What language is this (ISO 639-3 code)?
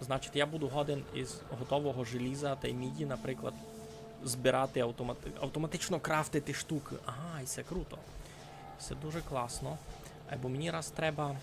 rue